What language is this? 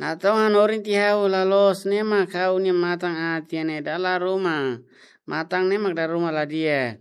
Tetum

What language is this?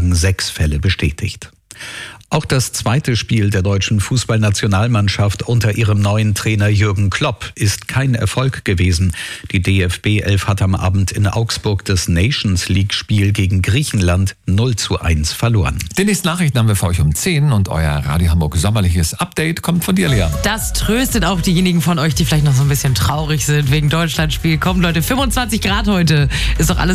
German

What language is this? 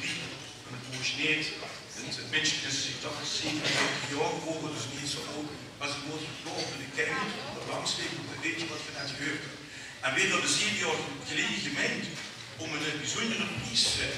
Limburgish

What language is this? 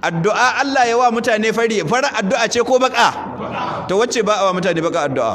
Hausa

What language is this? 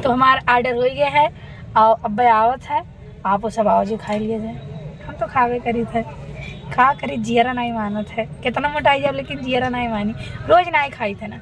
Awadhi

